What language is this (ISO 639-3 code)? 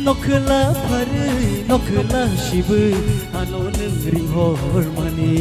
trp